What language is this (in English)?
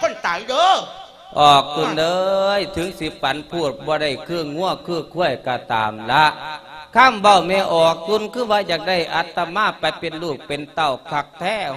Lao